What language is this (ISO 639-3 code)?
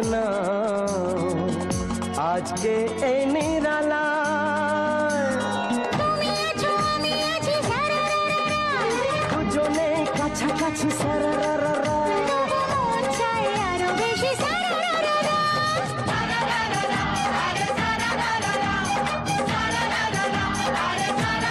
ben